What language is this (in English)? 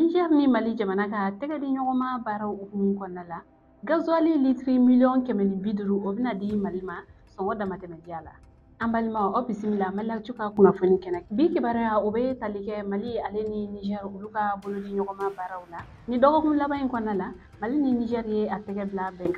Bambara